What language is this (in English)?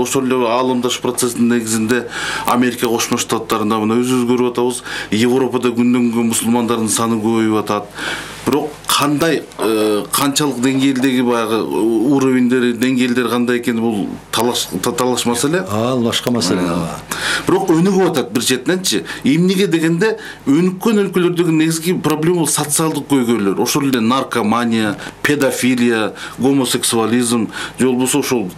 Kyrgyz